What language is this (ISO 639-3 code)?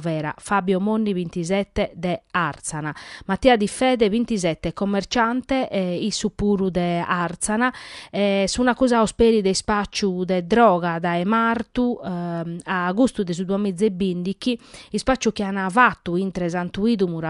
srd